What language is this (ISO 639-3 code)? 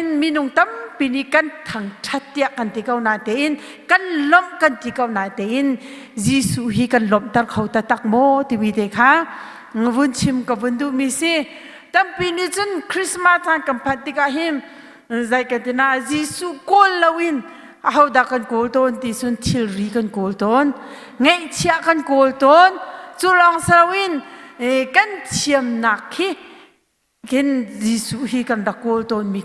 cnh